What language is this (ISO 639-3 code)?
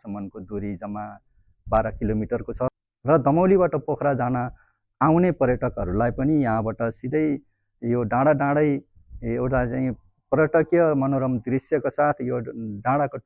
nep